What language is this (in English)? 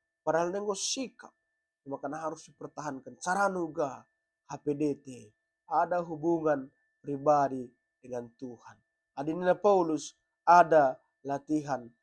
Batak Karo